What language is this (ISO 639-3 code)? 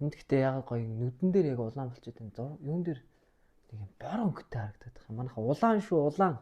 mon